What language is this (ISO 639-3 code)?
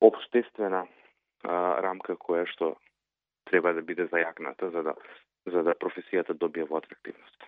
mkd